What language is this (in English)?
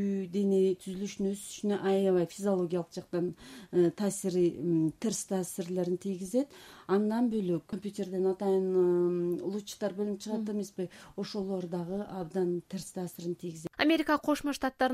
Kyrgyz